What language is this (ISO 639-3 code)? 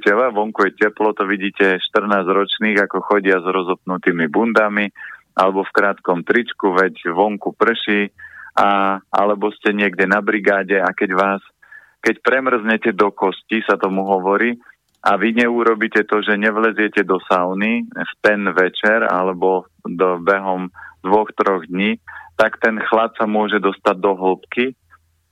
slk